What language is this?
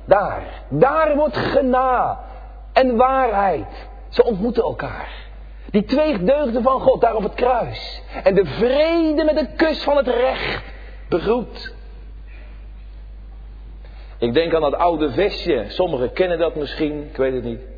Dutch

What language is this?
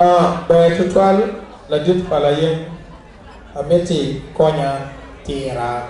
Acoli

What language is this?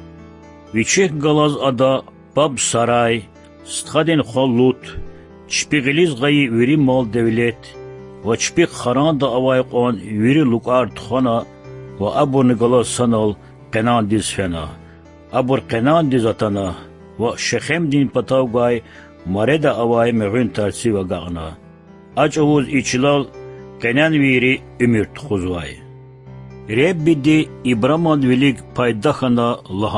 Lezghian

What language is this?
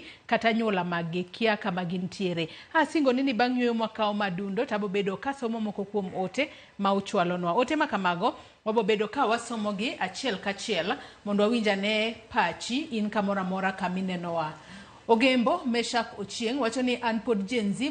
Luo (Kenya and Tanzania)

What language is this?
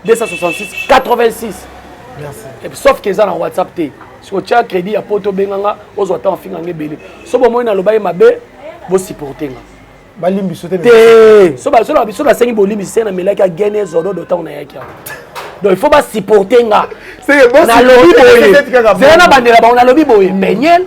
Lingala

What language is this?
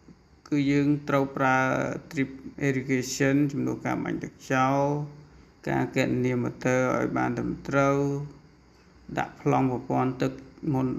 Khmer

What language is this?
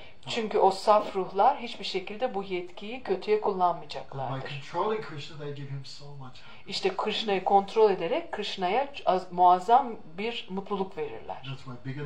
Turkish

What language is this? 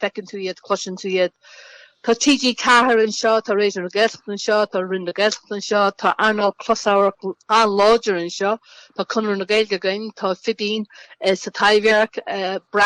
Irish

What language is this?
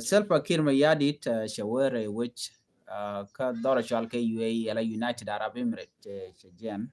Nuer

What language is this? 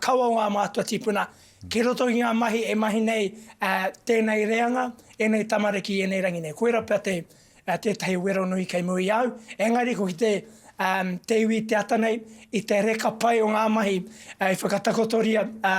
Māori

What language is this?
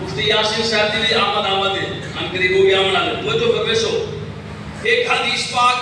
Saraiki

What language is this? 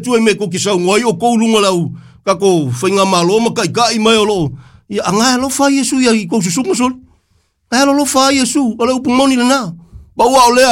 Samoan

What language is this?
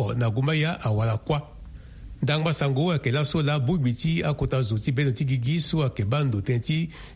Sango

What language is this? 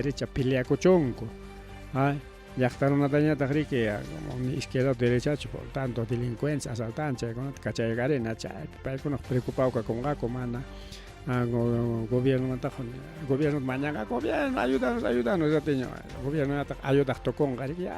Ayacucho Quechua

